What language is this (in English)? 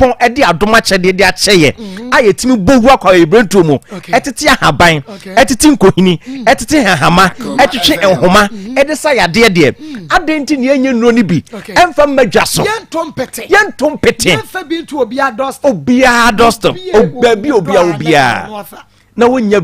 Akan